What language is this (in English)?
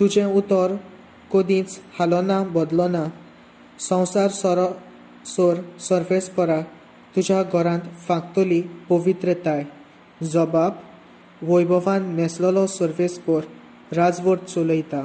Konkani